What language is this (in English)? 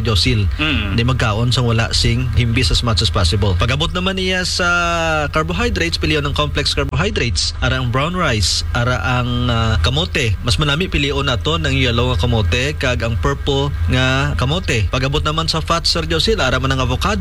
Hiligaynon